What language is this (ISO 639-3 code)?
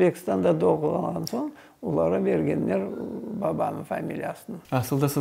crh